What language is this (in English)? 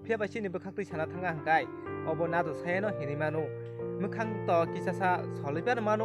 Kok Borok